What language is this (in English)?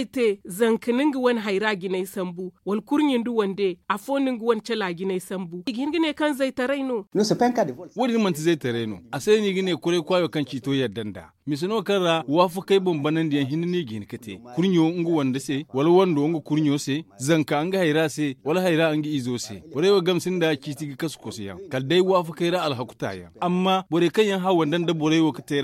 Zarma